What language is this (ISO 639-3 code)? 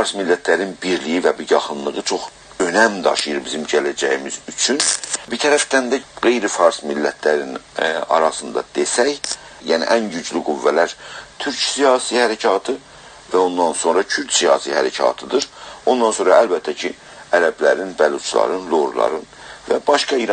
azb